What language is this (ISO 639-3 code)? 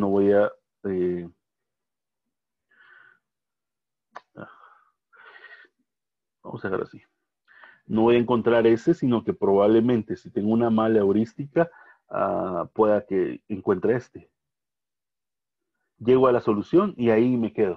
spa